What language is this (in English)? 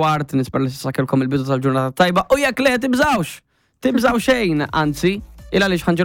Maltese